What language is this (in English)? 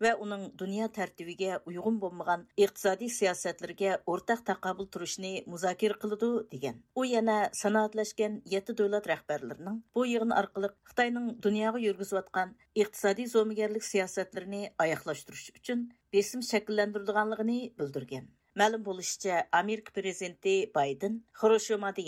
Uyghur